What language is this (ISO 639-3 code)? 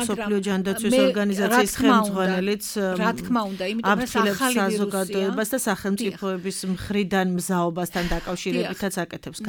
kat